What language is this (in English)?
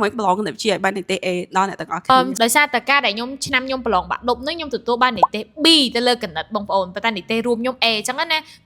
Khmer